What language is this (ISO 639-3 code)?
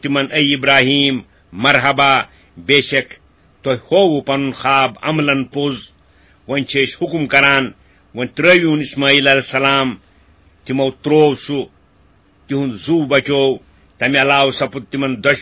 kas